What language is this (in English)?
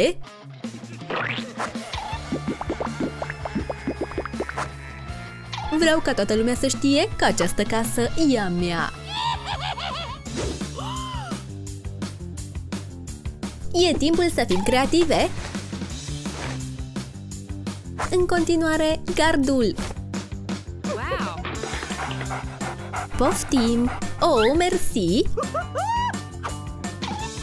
Romanian